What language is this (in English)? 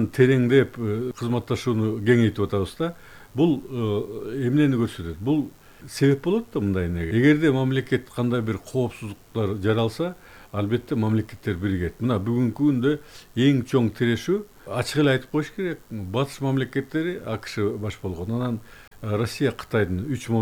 Kyrgyz